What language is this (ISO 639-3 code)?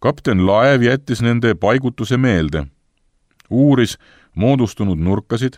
est